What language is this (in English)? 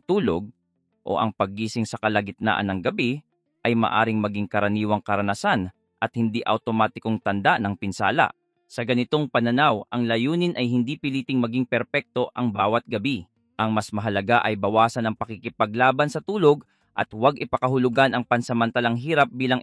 Filipino